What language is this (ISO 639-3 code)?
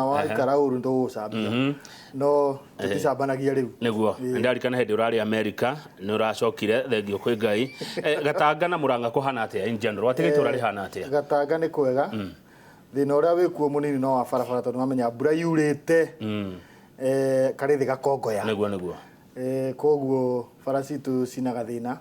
kik